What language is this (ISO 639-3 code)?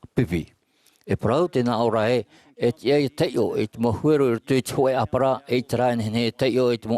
tah